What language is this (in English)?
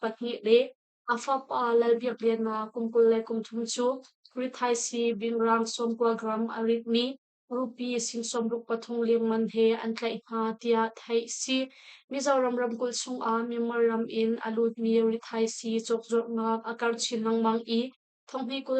Hakha Chin